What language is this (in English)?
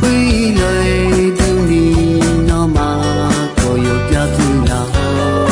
Akha